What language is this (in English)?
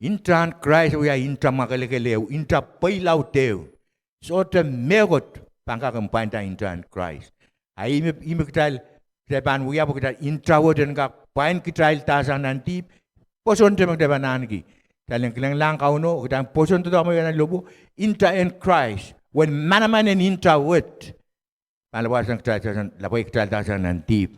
Pohnpeian